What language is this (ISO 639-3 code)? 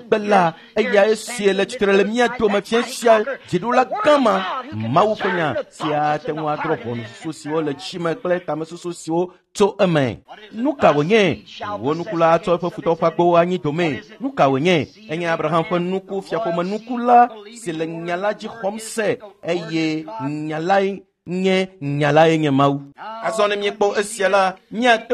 ewe